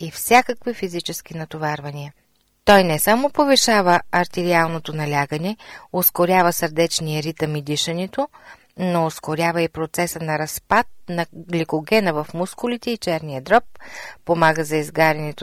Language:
Bulgarian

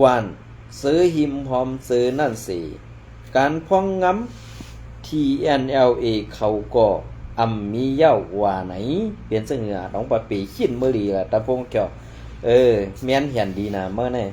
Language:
Shan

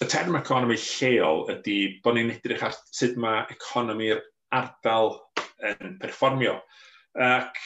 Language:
Welsh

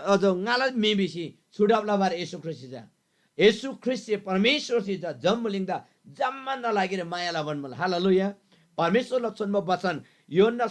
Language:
Eastern Tamang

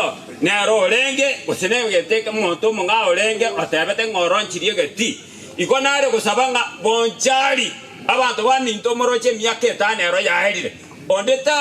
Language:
Gusii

